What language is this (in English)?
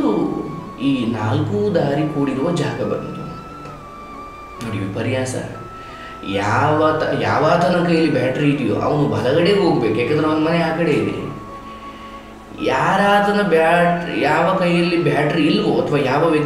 Kannada